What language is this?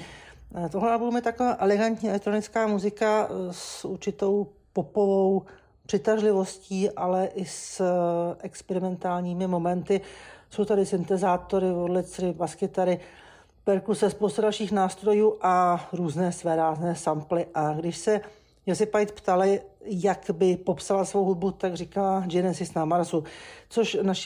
Czech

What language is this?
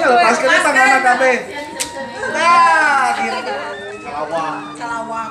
Sundanese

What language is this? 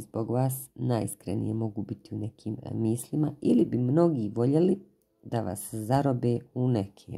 Croatian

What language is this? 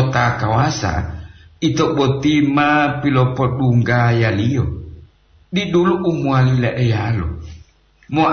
Gorontalo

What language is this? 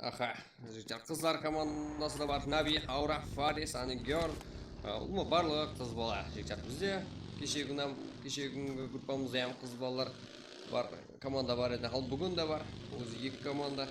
Kara-Kalpak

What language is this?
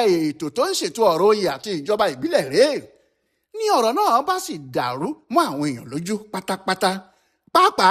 Yoruba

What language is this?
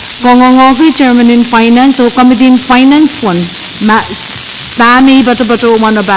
Pohnpeian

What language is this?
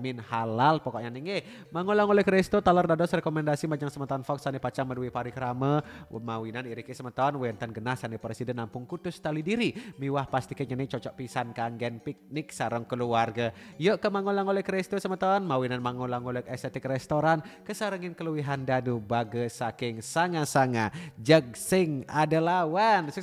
Balinese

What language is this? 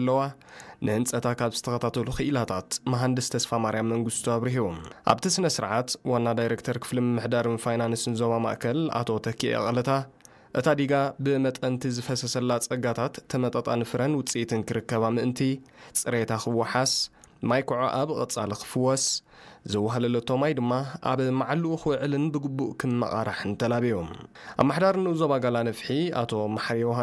Tigrinya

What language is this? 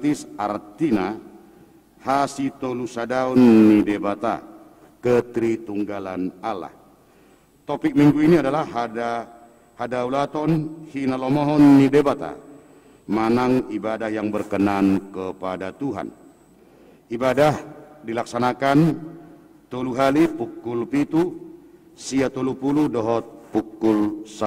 Batak Toba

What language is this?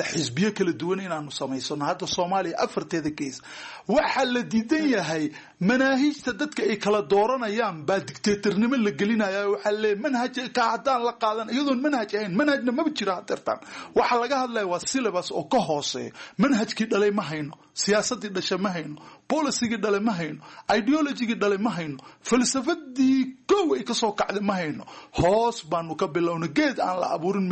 Somali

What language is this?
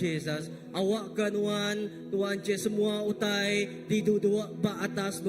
Iban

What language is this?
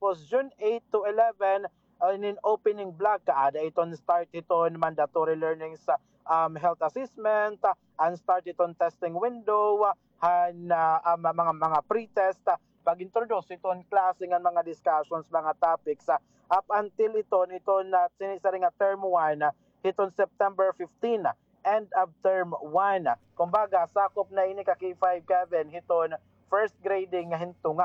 Waray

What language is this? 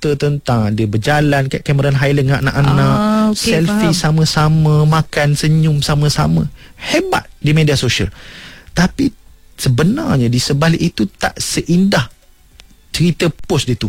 Malay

